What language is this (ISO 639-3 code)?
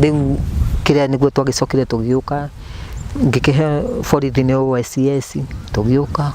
kik